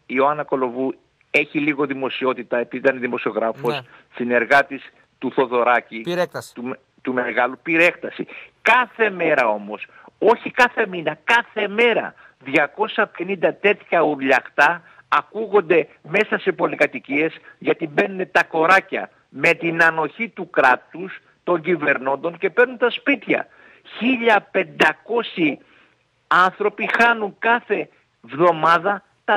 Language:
Greek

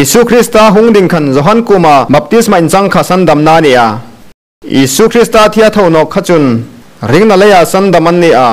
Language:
Hmar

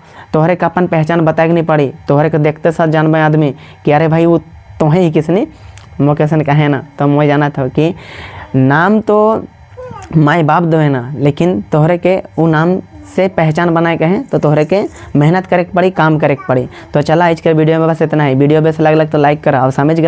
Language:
Sadri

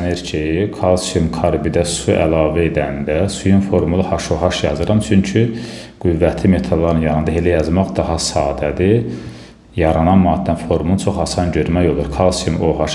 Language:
Azerbaijani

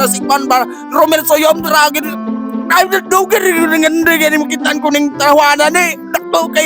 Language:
Cebuano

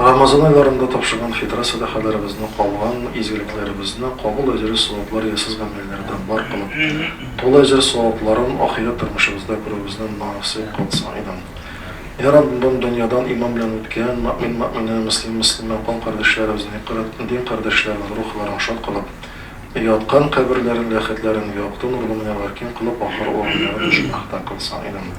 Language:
Tatar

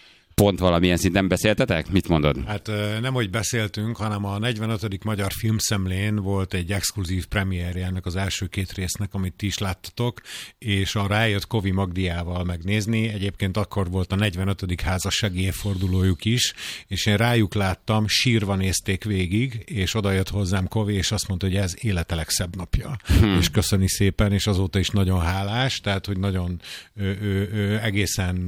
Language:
Hungarian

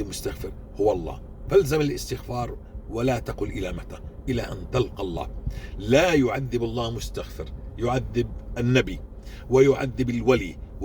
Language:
North Levantine Arabic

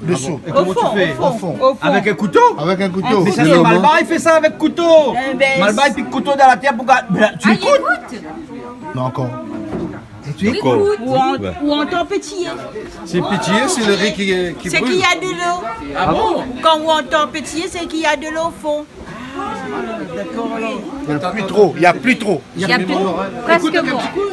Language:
Réunion Creole French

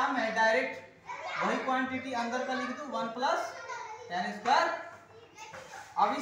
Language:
Hindi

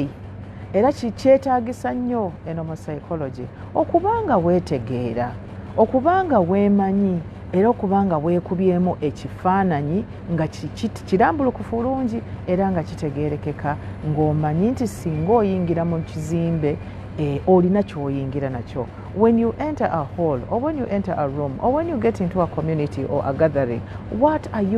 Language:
Ganda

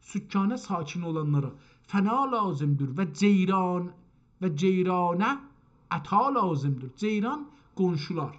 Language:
South Azerbaijani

